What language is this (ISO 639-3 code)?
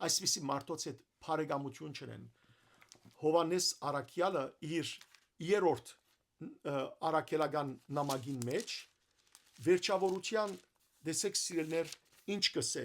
hyw